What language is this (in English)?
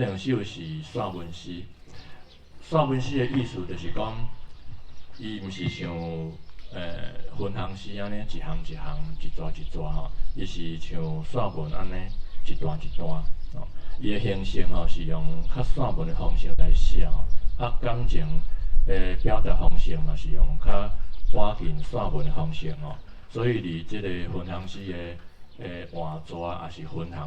Min Nan Chinese